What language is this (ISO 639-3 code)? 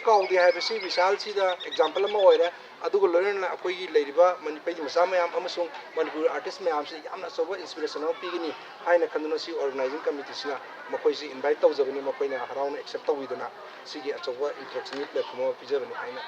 mni